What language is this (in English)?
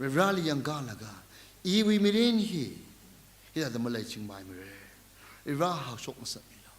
Tangkhul Naga (India)